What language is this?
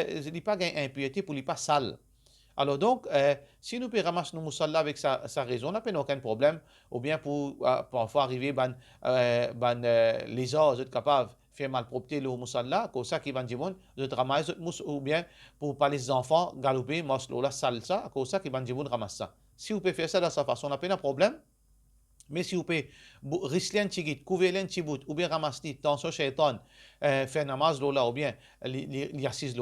Morisyen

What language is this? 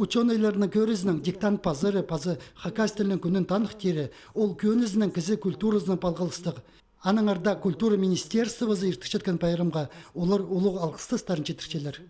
Khakas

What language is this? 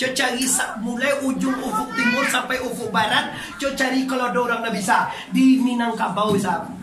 Minangkabau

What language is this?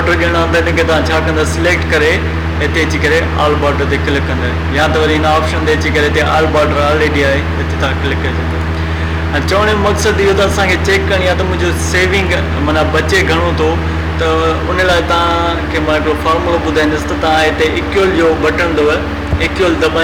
Sindhi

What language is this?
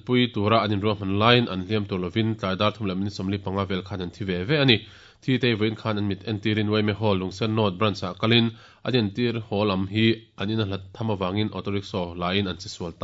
Mizo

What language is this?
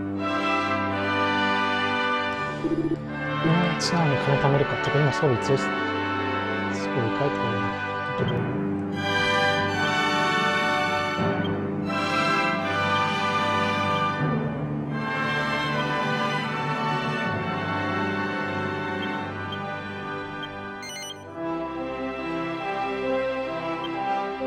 Japanese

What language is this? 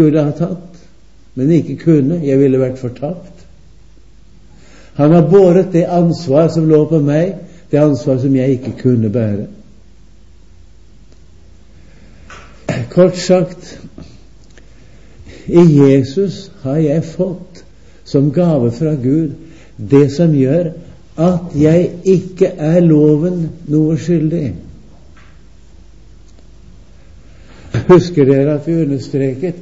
Norwegian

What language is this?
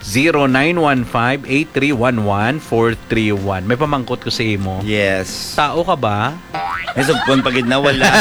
Hiligaynon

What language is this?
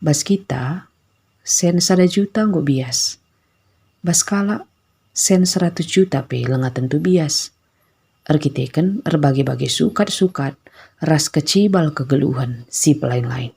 Batak Karo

